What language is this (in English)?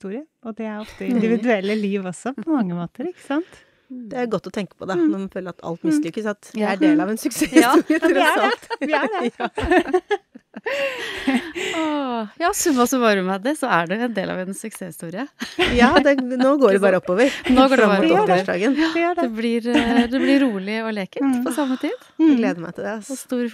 Norwegian